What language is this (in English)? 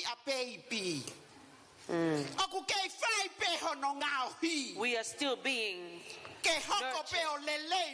Tongan